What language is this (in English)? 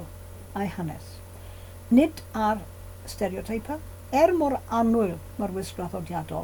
Welsh